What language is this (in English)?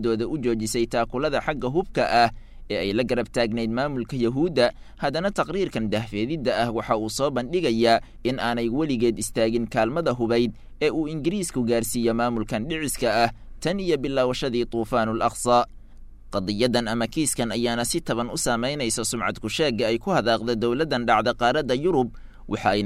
Somali